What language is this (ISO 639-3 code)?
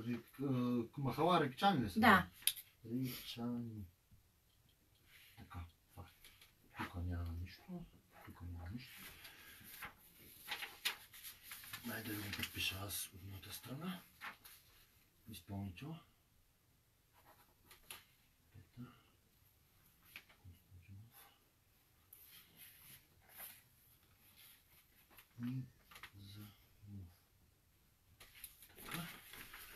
bul